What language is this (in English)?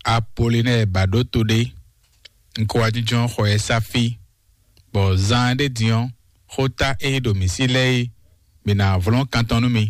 Fon